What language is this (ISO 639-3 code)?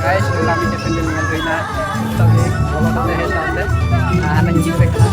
sat